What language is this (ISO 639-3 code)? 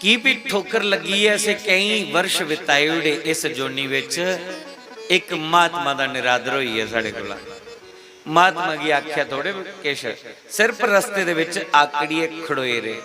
doi